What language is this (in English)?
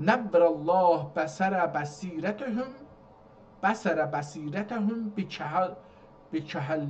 South Azerbaijani